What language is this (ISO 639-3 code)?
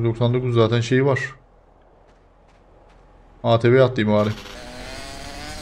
tur